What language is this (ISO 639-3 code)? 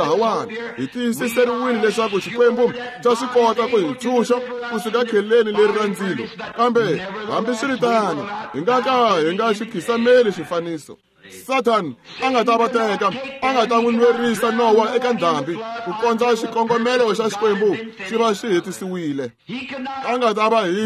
tso